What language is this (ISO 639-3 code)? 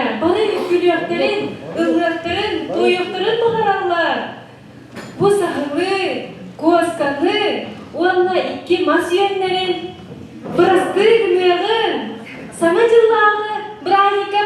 sah